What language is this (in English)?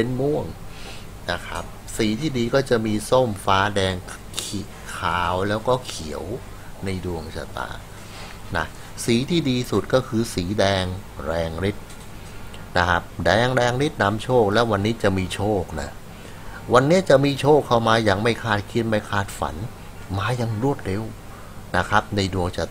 Thai